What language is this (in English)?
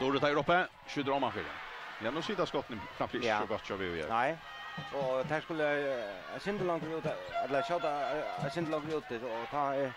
Faroese